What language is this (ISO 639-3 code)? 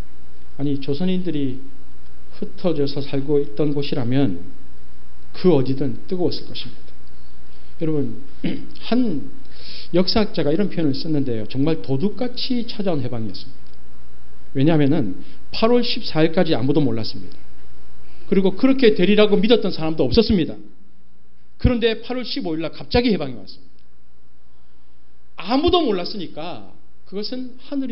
kor